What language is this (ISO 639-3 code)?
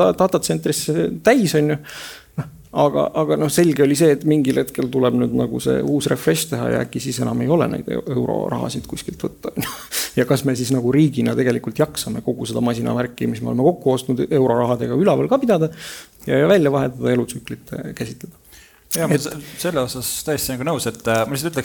est